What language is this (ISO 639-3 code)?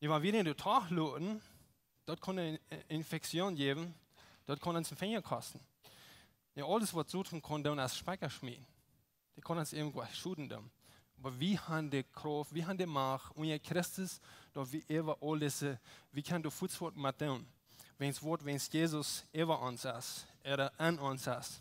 pdt